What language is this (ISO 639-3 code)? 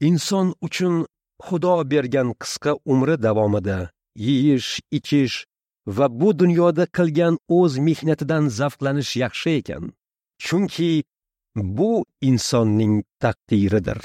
uzb